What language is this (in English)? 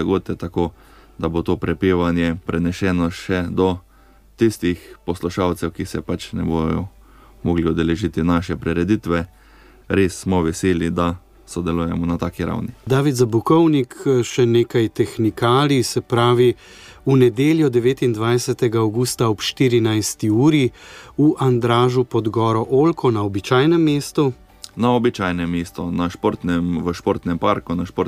Slovenian